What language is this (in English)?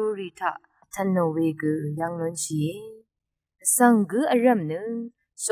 Rawang